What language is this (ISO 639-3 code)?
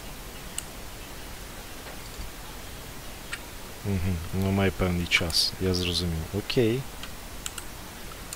ukr